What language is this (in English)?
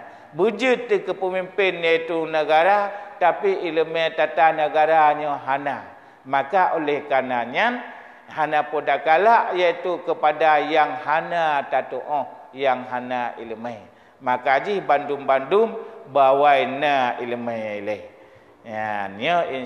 Achinese